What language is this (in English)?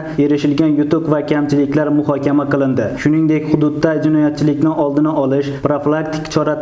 Uzbek